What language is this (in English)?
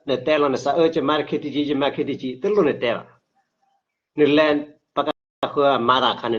S'gaw Karen